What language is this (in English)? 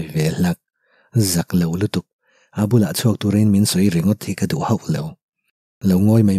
Mizo